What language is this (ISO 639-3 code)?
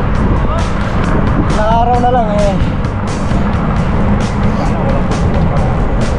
fil